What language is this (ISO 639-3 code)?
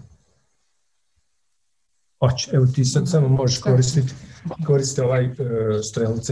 hrv